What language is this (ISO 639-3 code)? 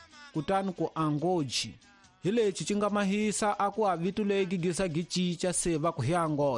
tso